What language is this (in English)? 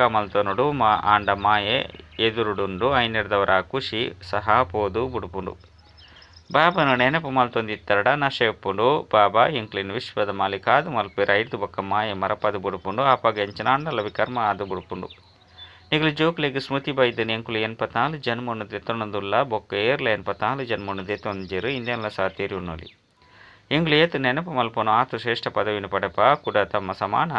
Tulu